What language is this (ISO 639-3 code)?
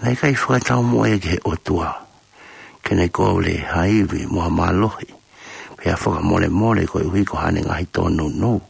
ton